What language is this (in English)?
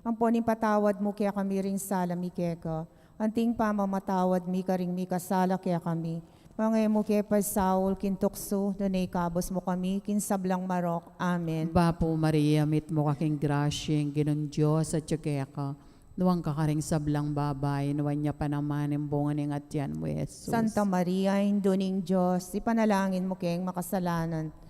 Pampanga